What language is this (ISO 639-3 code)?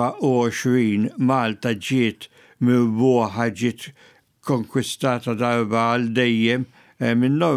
mlt